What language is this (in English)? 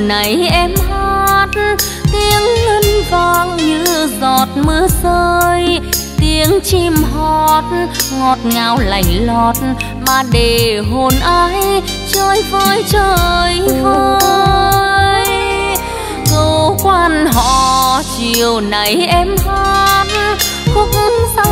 Vietnamese